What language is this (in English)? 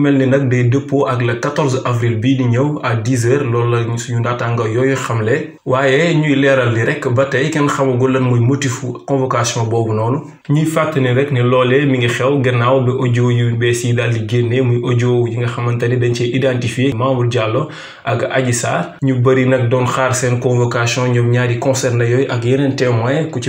Wolof